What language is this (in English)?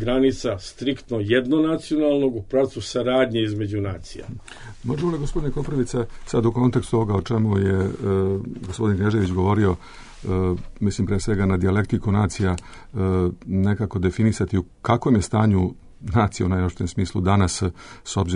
Bosnian